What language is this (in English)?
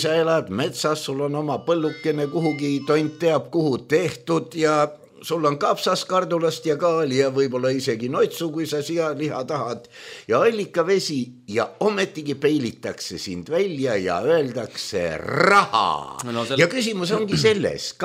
Estonian